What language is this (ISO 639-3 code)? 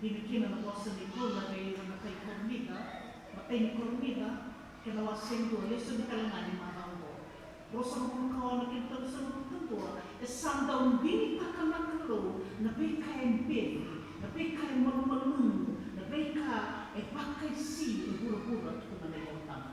fij